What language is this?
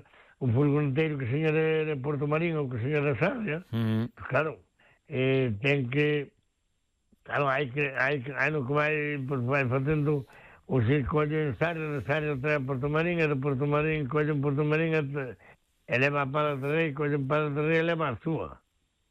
Galician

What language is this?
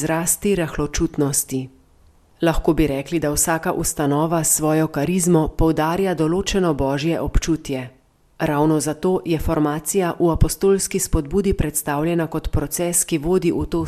Slovenian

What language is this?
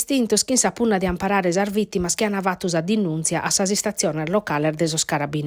Sardinian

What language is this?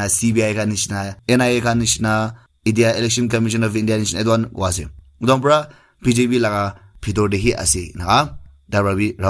Naga Pidgin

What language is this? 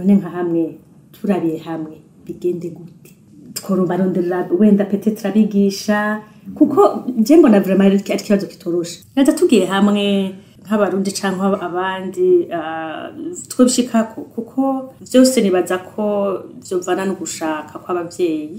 Rundi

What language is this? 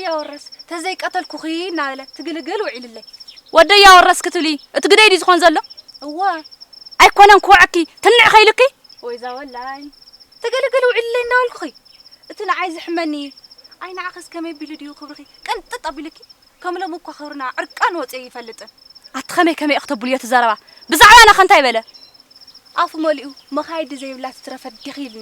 Tigrinya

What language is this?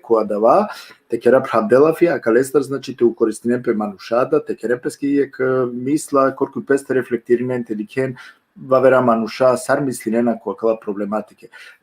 Balkan Romani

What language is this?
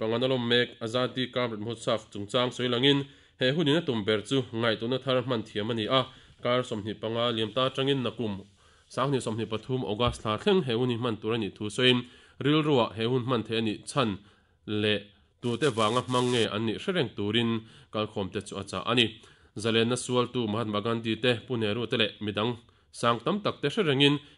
Mizo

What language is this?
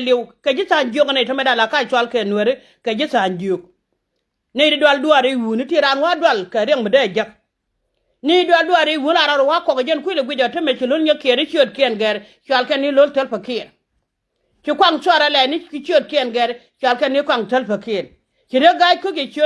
Nuer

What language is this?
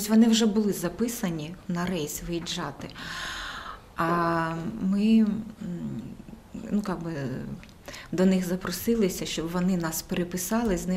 Ukrainian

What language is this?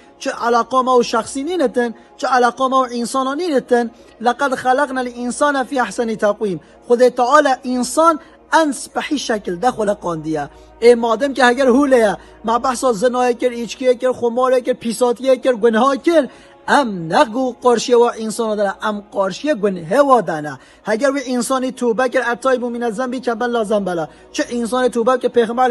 Kurdish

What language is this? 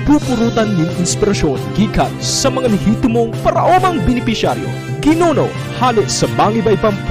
Bikol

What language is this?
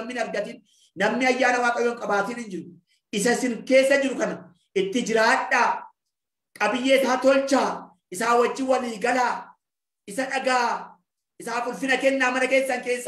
Oromo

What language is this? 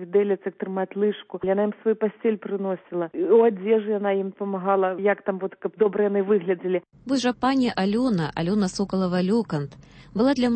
Belarusian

